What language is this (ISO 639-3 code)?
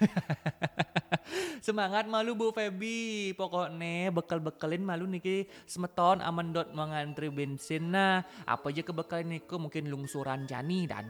ban